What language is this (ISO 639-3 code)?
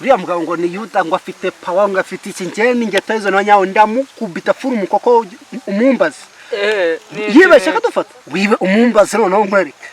kin